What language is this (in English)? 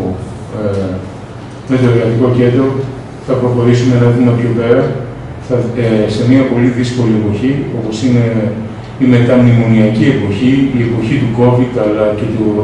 Greek